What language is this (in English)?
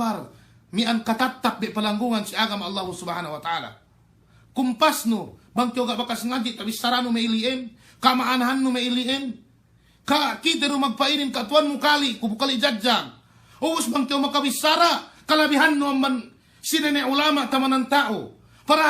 Yakan